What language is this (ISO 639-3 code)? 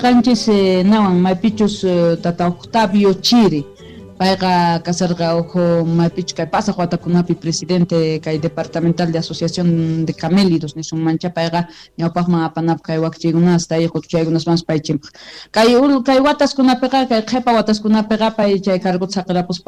quh